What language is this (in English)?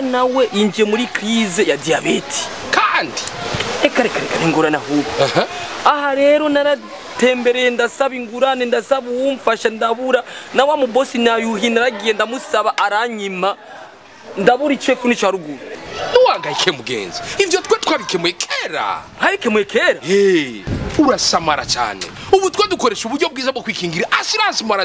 Rundi